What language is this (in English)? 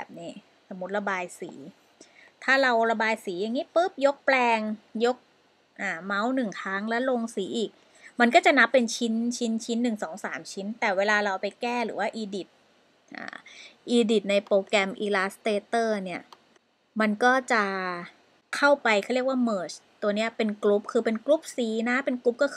Thai